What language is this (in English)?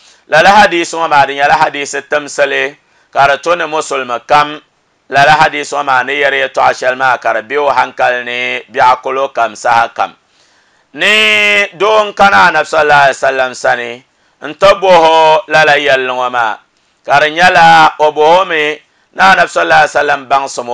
Dagbani